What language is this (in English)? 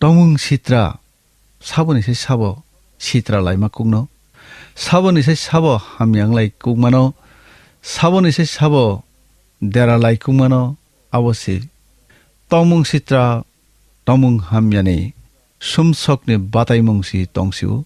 Kok Borok